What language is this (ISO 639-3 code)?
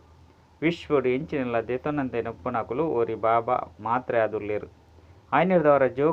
tcy